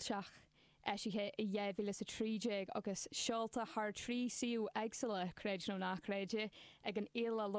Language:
Irish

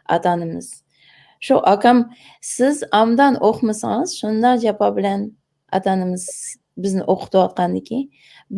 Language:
Uyghur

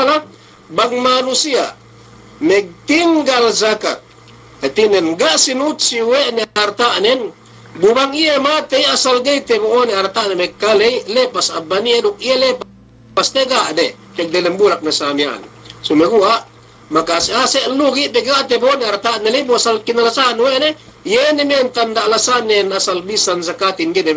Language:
Yakan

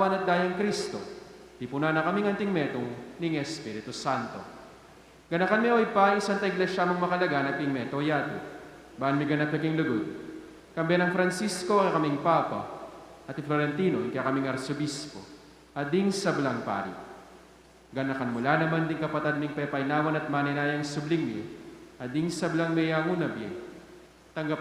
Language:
Pampanga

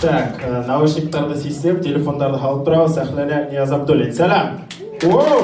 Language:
Bashkir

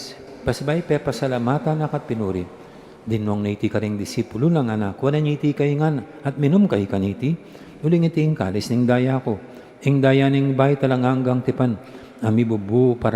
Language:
Pampanga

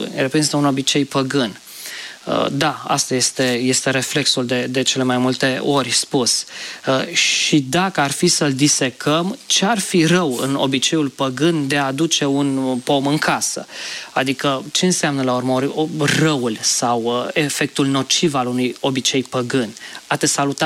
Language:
Romanian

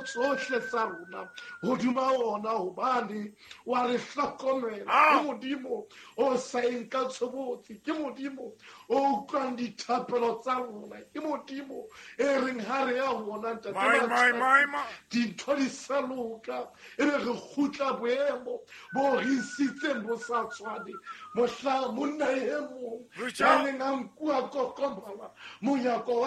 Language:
Southern Sotho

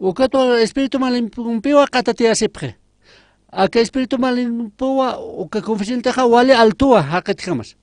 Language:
Aymara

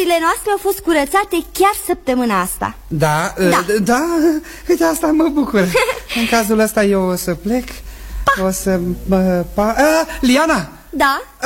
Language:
Romanian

